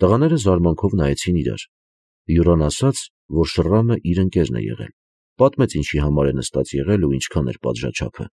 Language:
Armenian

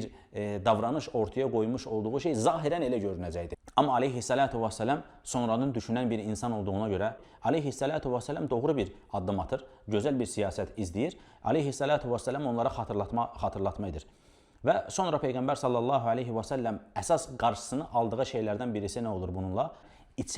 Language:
Azerbaijani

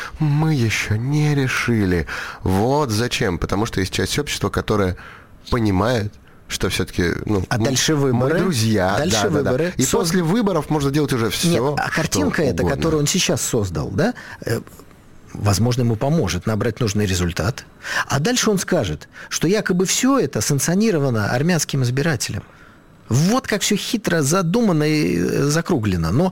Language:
Russian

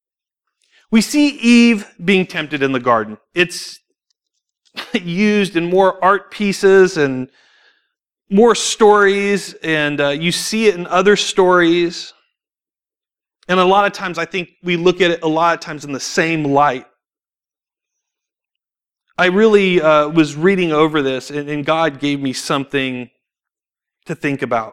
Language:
English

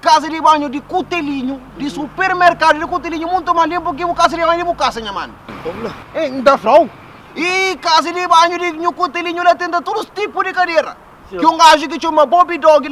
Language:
Kabuverdianu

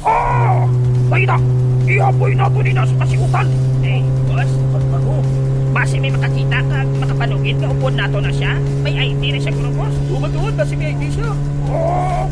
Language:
Hiligaynon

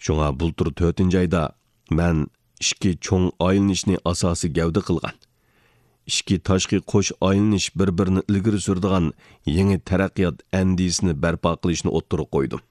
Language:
Uyghur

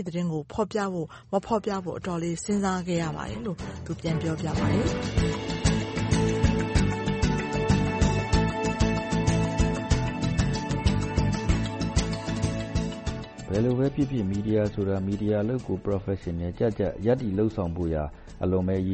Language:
Burmese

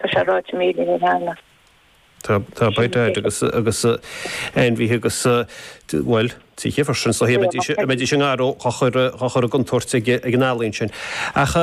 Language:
Irish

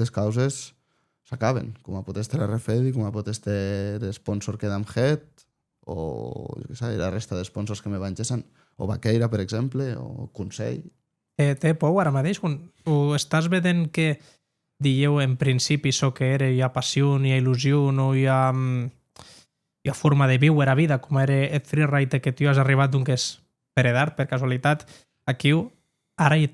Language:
Occitan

